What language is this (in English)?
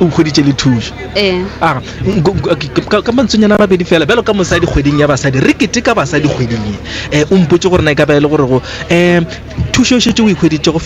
Northern Sotho